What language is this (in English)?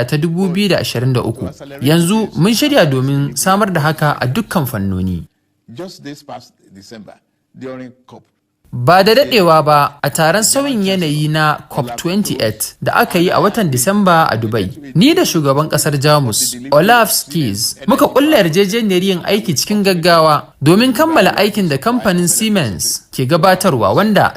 Hausa